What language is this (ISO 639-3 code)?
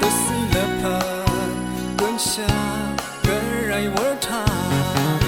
raw